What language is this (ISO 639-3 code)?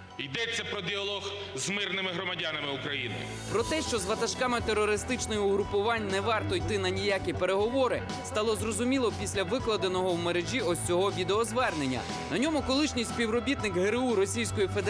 ukr